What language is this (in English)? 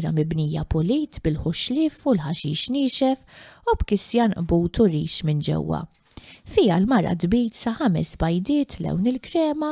Maltese